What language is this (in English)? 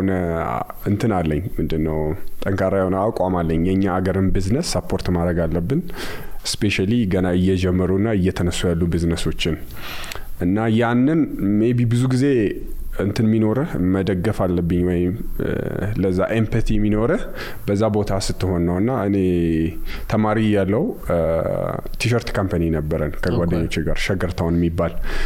Amharic